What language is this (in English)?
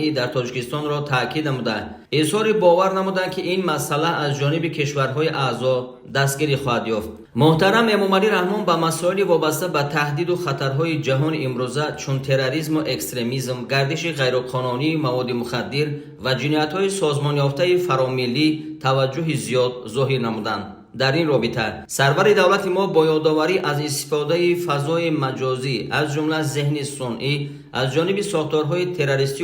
Tajik